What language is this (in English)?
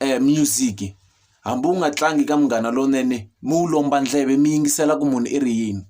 Tsonga